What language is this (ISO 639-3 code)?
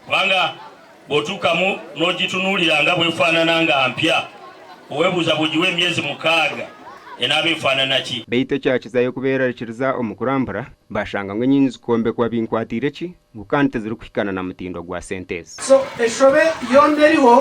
nyn